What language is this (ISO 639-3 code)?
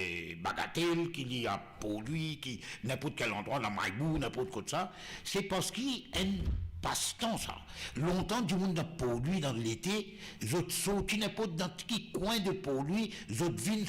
mfe